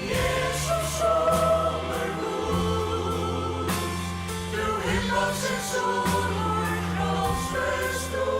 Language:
Faroese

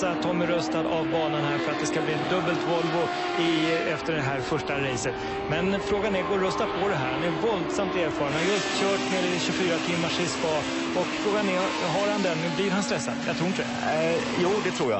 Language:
Swedish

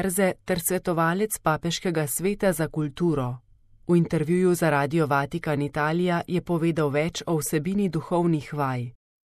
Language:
Slovenian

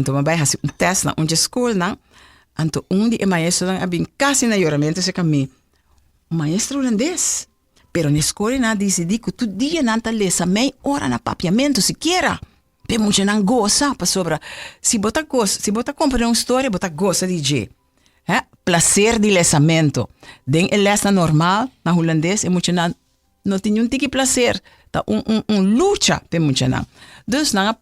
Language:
Papiamento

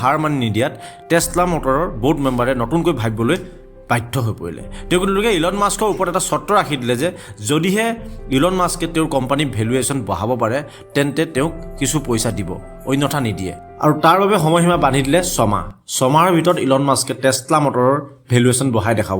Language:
Assamese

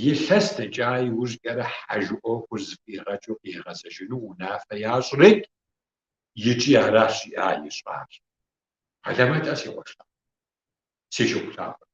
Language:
Kabardian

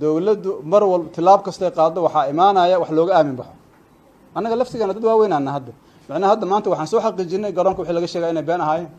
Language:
Somali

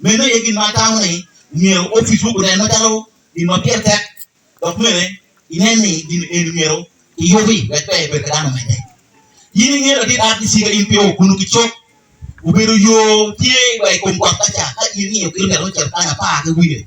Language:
Acoli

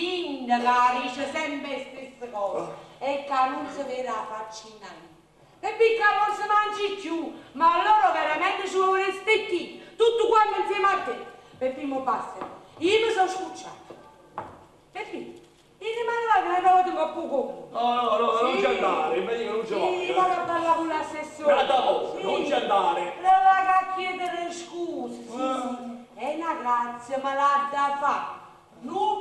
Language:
Neapolitan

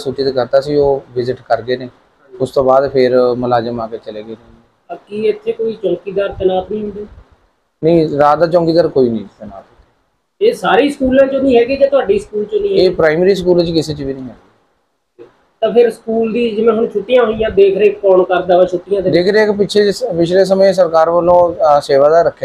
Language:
Punjabi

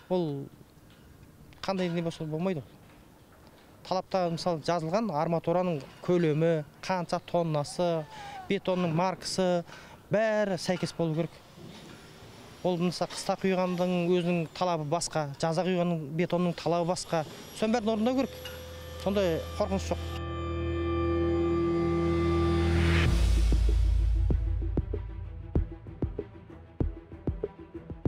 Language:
Kazakh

